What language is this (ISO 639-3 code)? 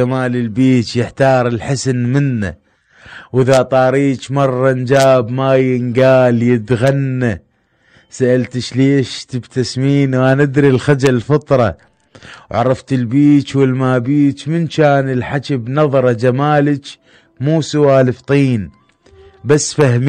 acm